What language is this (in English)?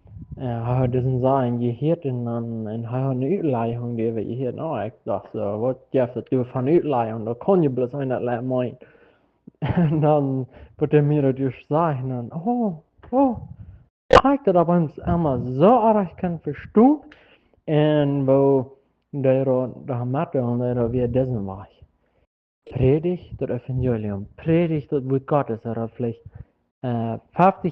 Plautdietsch